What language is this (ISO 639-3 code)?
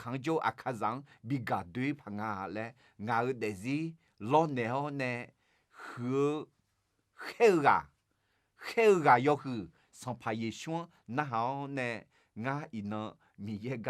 ahk